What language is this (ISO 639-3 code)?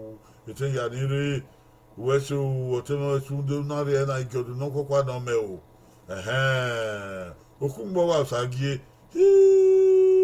bin